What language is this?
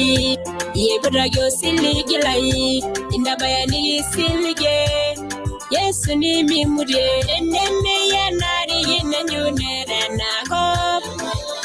Masai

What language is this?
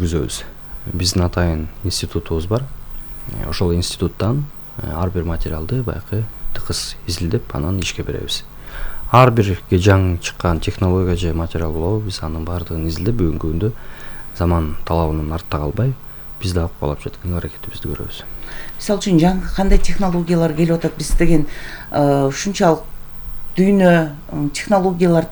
Kyrgyz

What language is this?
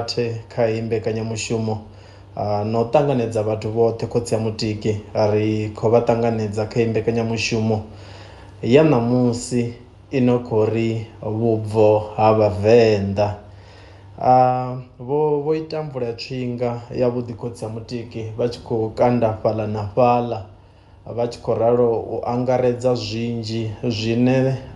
Venda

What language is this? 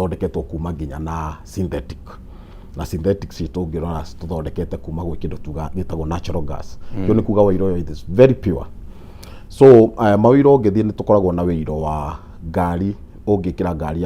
Kikuyu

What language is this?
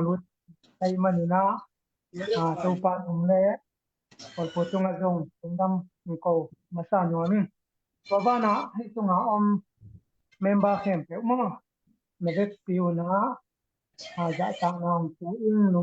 Tedim Chin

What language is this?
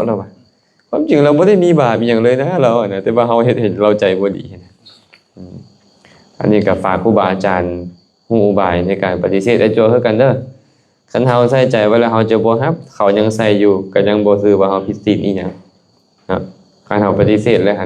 Lao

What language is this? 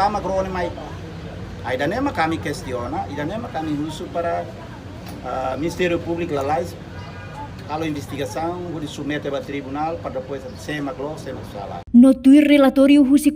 Tetum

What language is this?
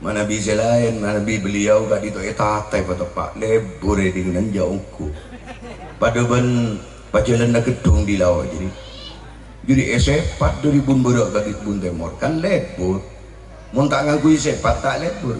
Madurese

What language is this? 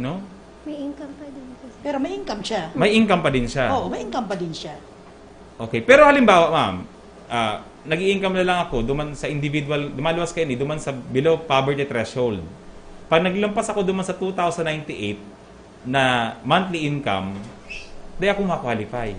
Bikol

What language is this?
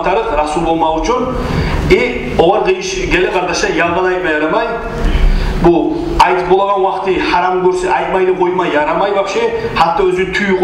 Kumyk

